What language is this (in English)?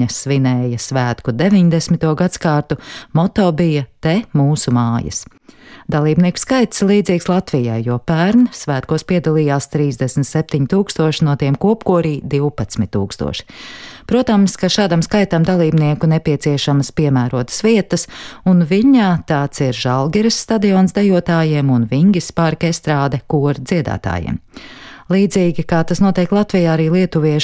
Latvian